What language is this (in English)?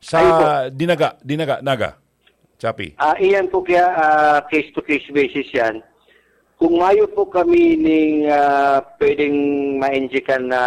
Bikol